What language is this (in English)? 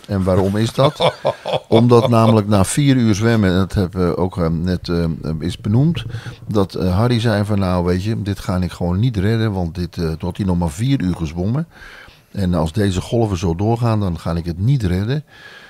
Dutch